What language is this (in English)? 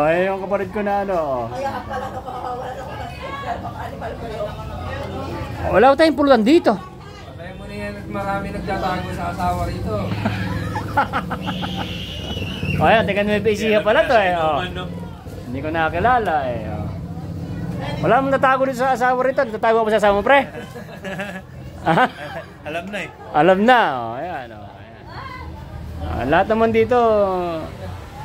Filipino